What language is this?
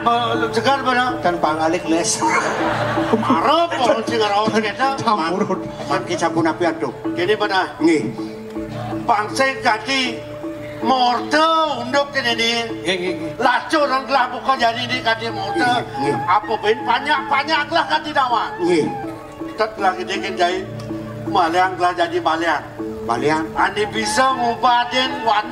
Balinese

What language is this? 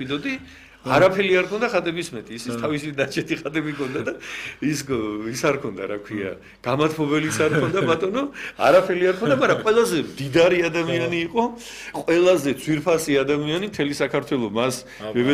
Georgian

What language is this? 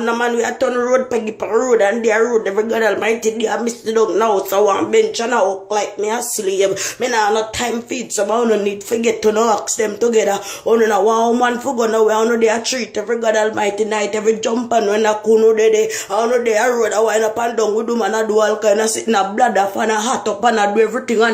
Jamaican Creole English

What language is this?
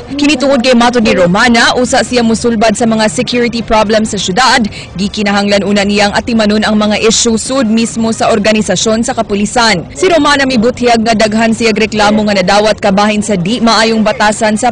Cebuano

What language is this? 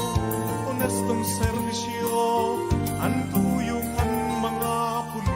Bikol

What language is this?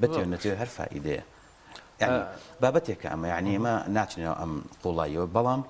Central Kurdish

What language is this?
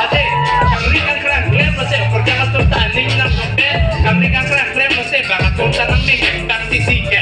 Karbi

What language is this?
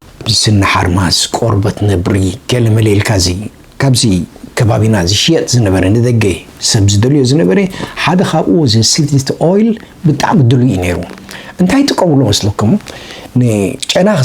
Tigrinya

